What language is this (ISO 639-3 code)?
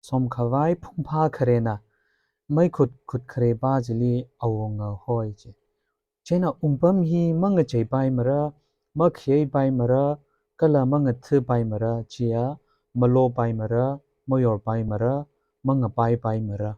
nmf